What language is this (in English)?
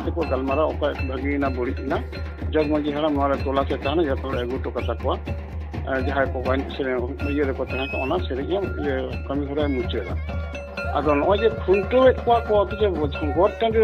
Santali